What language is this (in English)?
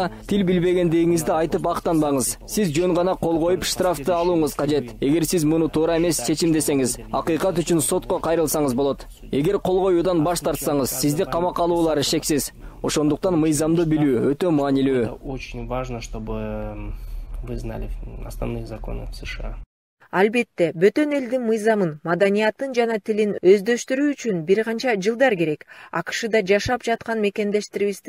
Kyrgyz